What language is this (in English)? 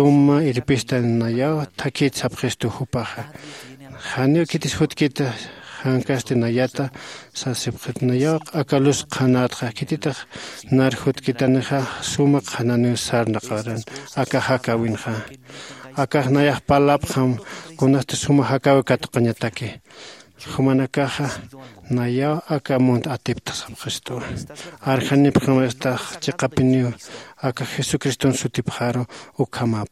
Aymara